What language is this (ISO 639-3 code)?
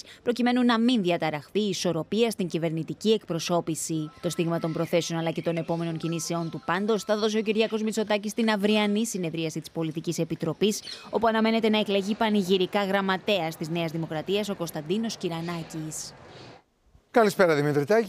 ell